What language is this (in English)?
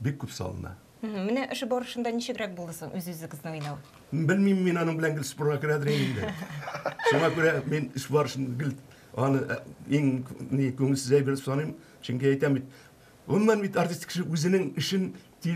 Tatar